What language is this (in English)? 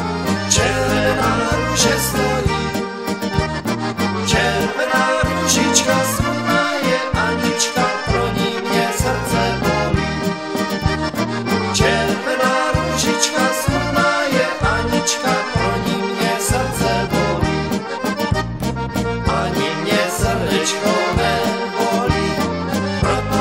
Slovak